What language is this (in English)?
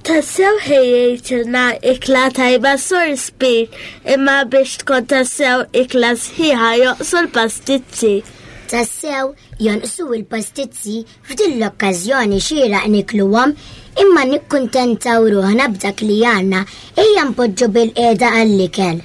Maltese